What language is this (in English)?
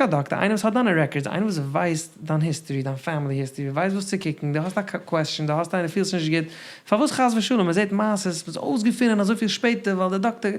Yiddish